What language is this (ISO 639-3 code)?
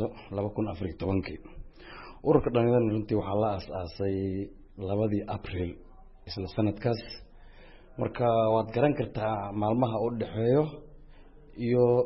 som